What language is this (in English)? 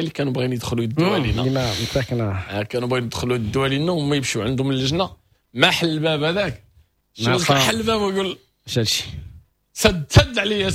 Moroccan Arabic